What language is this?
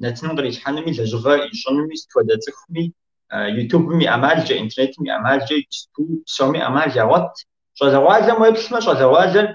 Kabardian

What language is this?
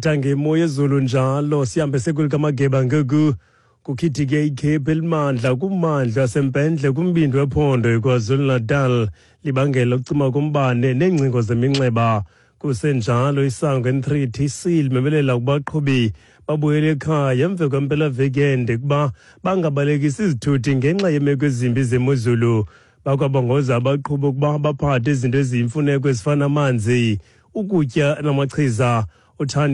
Xhosa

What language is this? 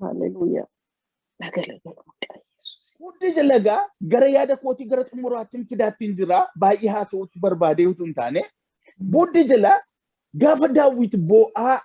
Oromo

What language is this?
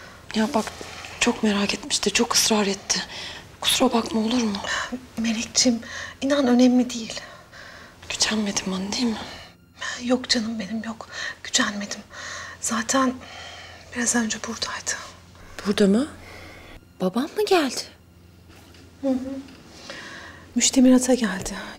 Turkish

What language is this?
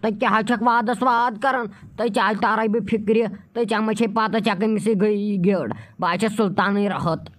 Kashmiri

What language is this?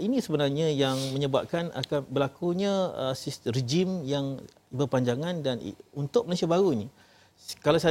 Malay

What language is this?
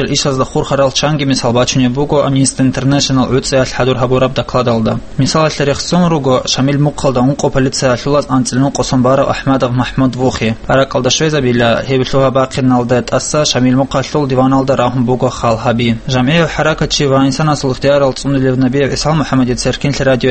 Avaric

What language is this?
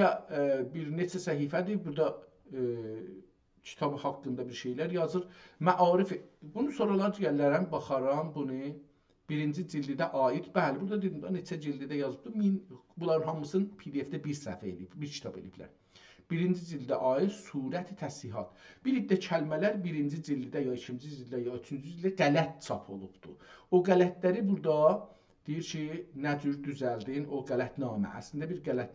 South Azerbaijani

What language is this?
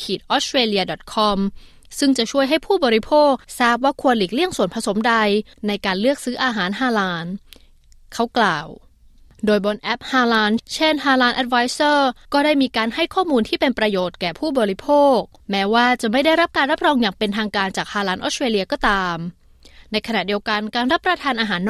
Thai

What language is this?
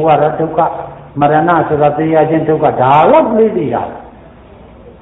Burmese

